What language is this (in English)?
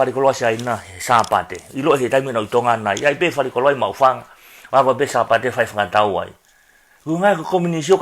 Tongan